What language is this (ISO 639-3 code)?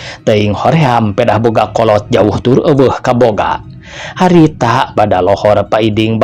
sun